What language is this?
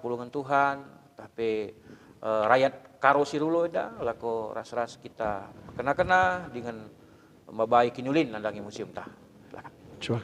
Batak Karo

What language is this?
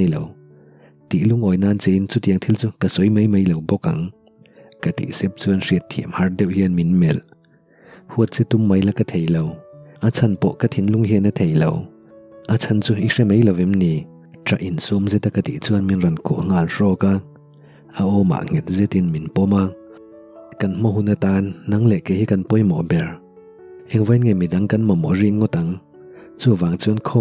Mizo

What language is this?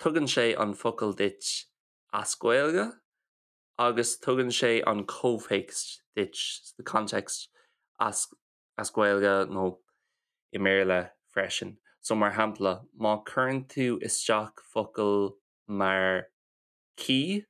Irish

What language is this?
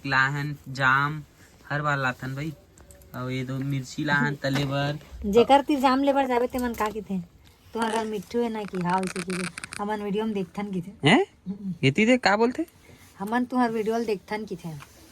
Chhattisgarhi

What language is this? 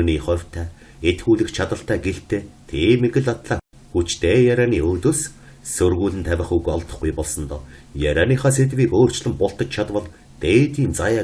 Mongolian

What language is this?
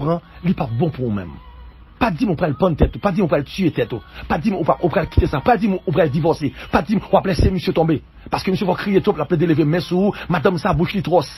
Haitian Creole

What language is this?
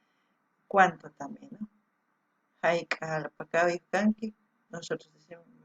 South Bolivian Quechua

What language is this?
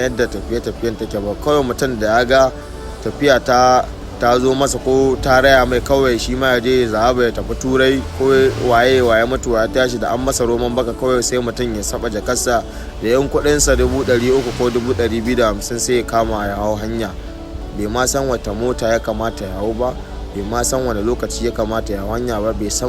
Hausa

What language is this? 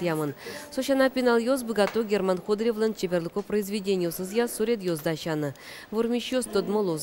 Udmurt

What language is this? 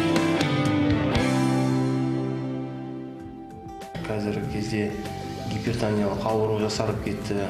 Kazakh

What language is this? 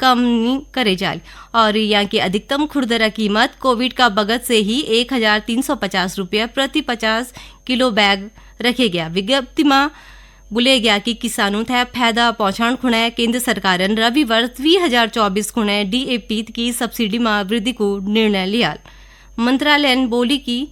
Garhwali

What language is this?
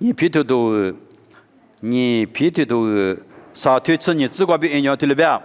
Lisu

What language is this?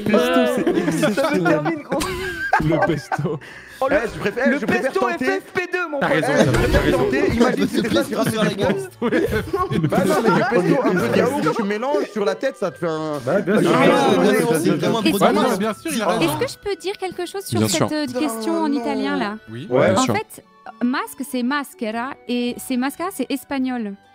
French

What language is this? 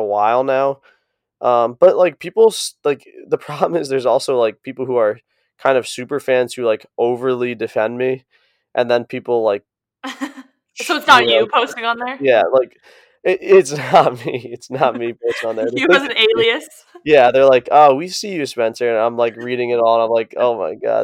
English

